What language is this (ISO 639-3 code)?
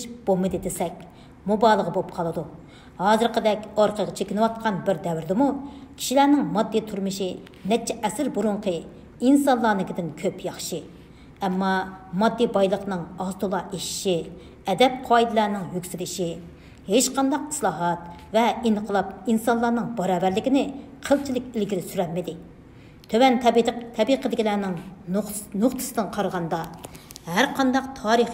uig